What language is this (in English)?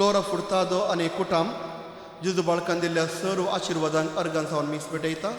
Konkani